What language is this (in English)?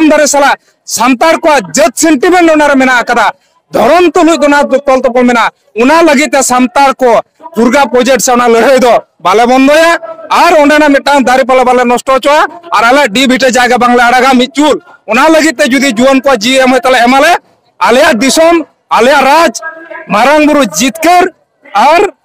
Santali